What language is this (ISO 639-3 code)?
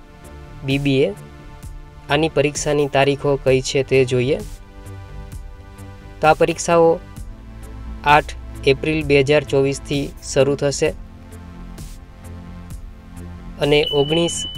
guj